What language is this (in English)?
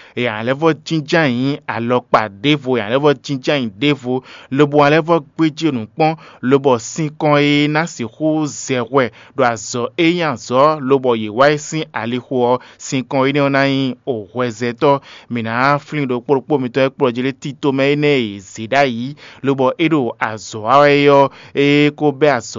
Fon